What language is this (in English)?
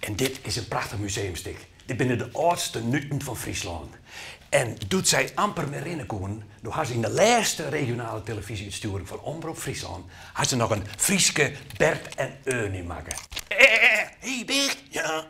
Western Frisian